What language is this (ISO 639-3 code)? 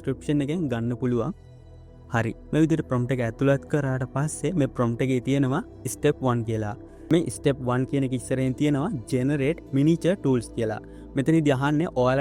sin